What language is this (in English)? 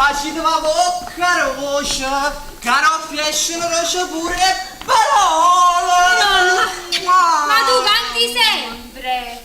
Neapolitan